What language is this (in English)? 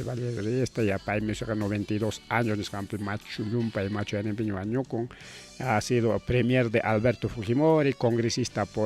Ayacucho Quechua